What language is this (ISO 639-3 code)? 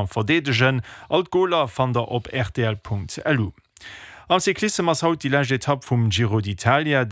ltz